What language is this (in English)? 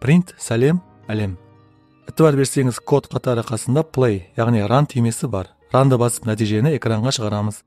Kara-Kalpak